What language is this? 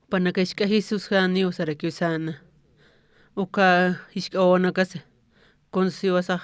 Aymara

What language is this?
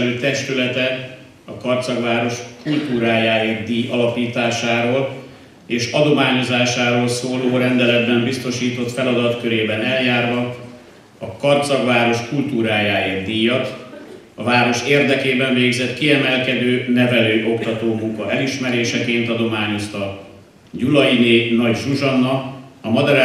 Hungarian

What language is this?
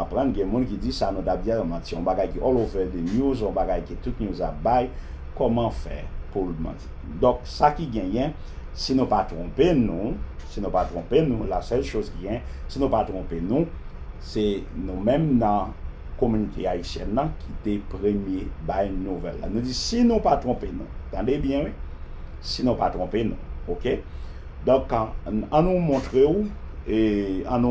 Haitian Creole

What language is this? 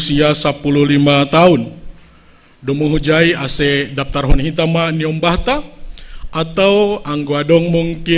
Batak Simalungun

